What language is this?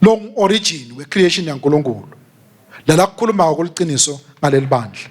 Swati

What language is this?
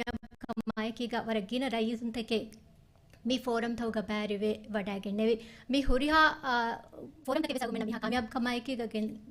Divehi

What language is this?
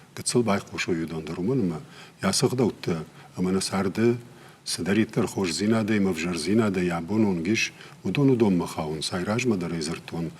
Ossetic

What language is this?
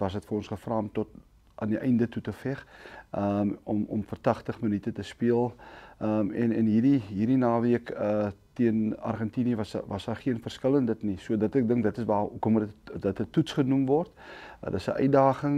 Afrikaans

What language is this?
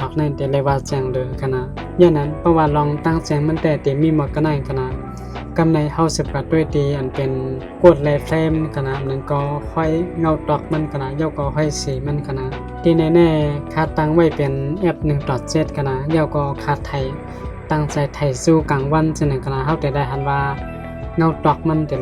Shan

